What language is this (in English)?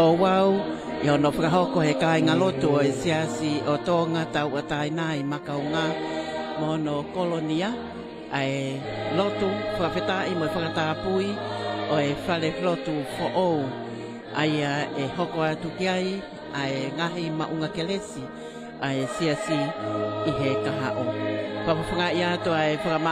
Tongan